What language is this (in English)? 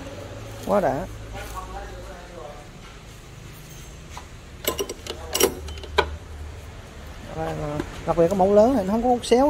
Vietnamese